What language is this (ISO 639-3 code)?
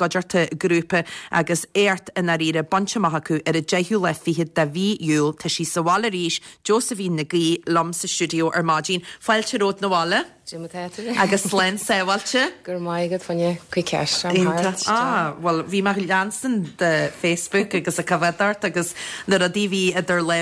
gle